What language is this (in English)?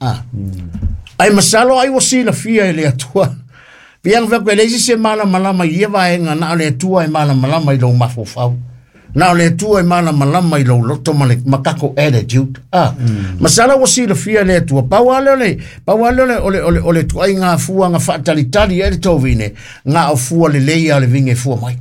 Samoan